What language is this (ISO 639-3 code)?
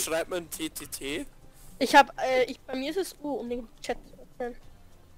bar